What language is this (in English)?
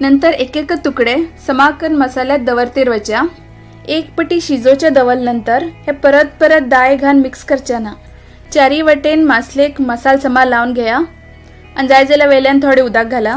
Konkani